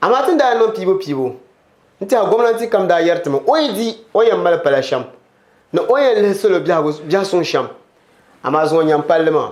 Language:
Dagbani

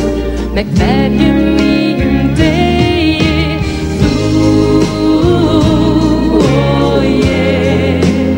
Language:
Icelandic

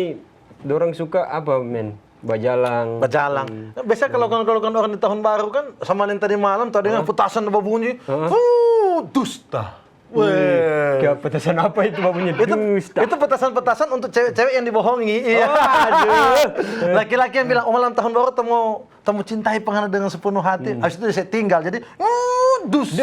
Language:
Manado Malay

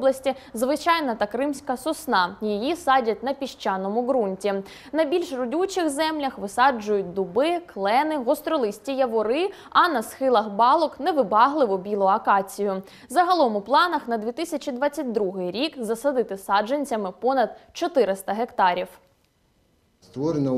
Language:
Ukrainian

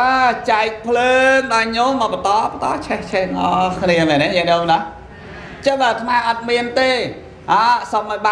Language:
Khmer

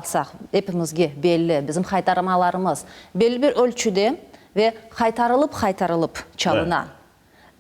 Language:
Crimean Tatar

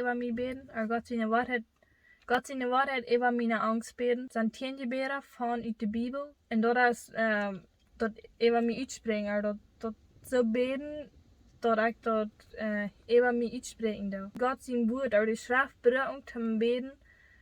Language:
Plautdietsch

